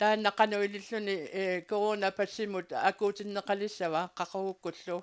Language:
Kalaallisut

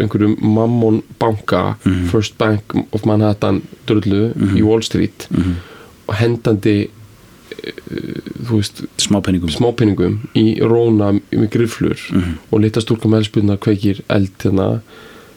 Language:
Icelandic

